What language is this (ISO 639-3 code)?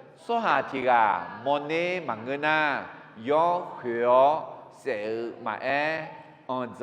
ahk